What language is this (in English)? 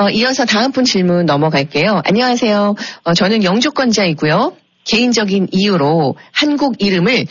Korean